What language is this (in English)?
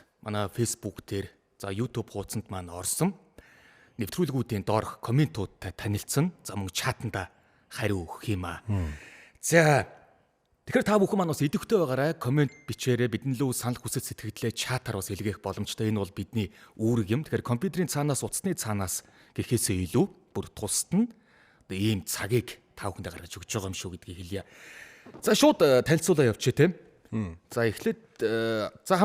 Mongolian